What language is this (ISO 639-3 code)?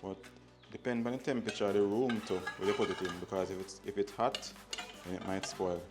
jam